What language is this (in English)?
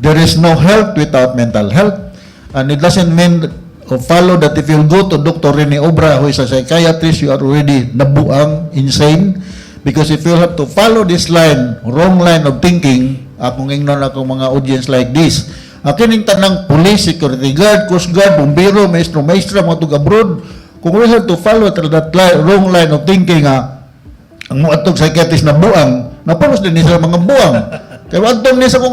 Cebuano